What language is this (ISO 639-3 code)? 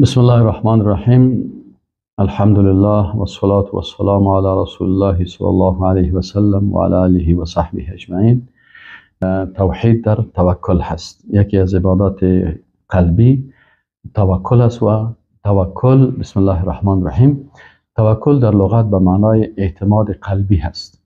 fas